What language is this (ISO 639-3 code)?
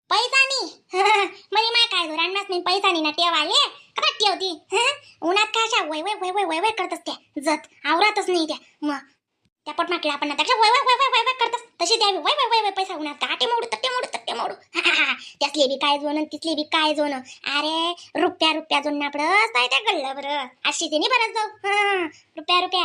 khn